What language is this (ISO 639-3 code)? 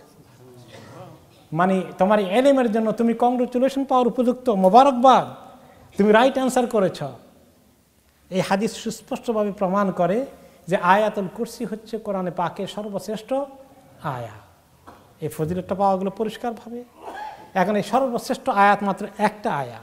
ben